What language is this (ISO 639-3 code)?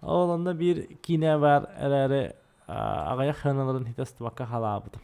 sah